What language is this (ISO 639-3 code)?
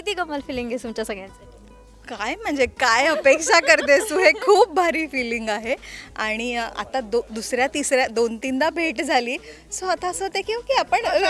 mar